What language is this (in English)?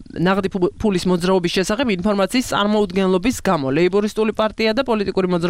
Georgian